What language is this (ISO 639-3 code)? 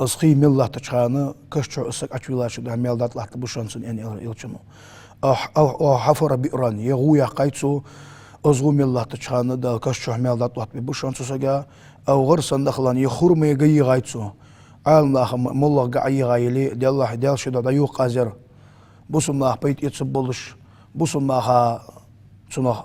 inh